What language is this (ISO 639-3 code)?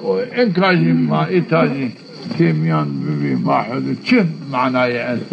zza